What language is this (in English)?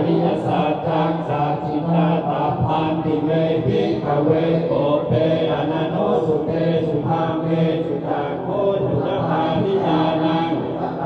Pali